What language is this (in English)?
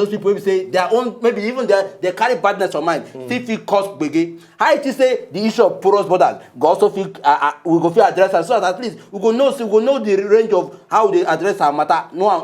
Nigerian Pidgin